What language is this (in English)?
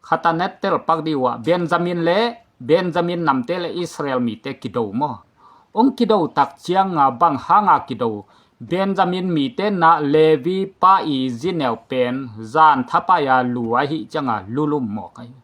Tedim Chin